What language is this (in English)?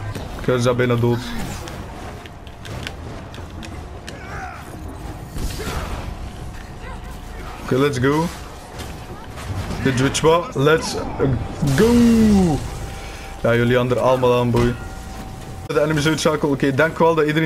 Dutch